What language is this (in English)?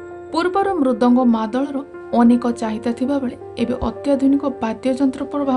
Odia